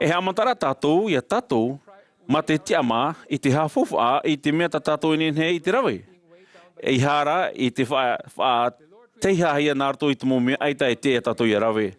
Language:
Tahitian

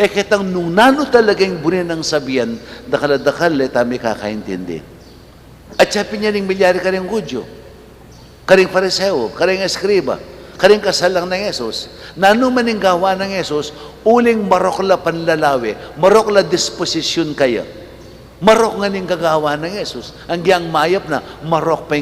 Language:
Pampanga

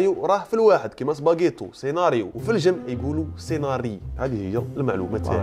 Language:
Algerian Arabic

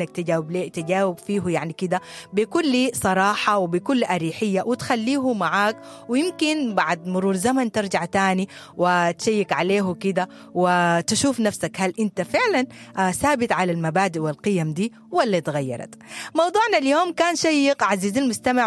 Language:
Sudanese Arabic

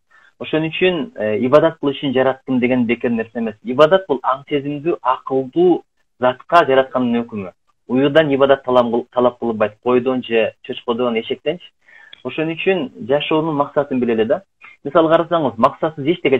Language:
Kyrgyz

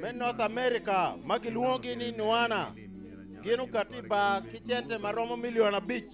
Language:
Acoli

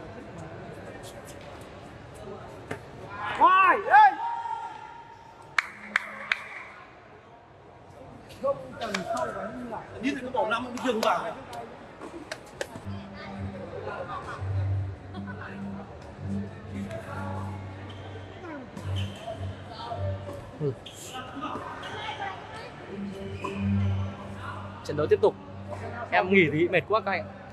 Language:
Vietnamese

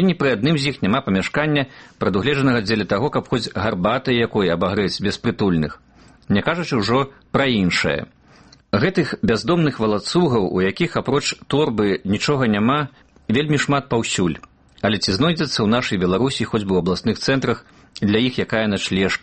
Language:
Belarusian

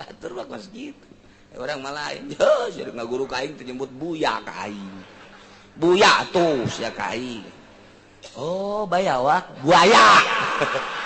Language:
Sundanese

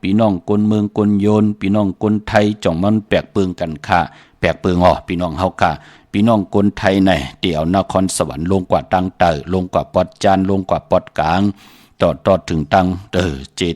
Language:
Shan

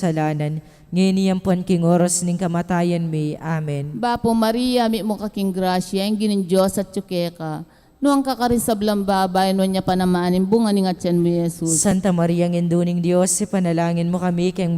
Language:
Pampanga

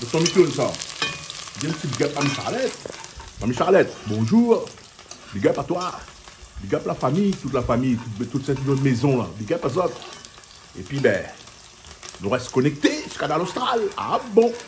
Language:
Réunion Creole French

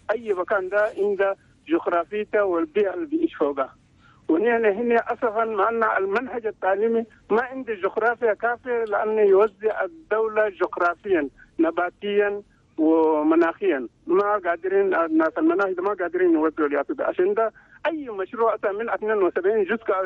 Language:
Chadian Arabic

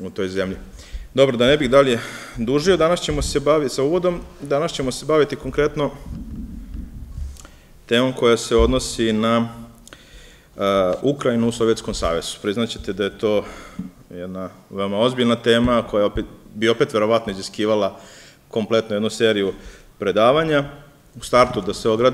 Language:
Serbian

